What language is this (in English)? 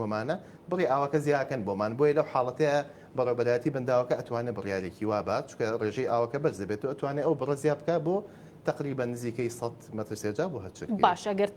Central Kurdish